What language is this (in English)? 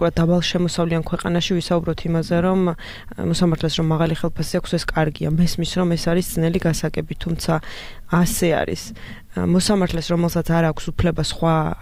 Georgian